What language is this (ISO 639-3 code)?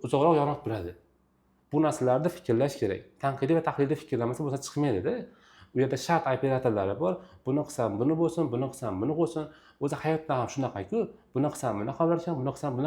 uzb